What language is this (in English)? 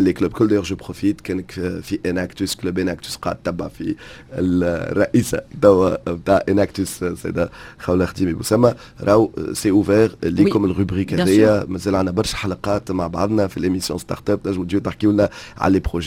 Tunisian Arabic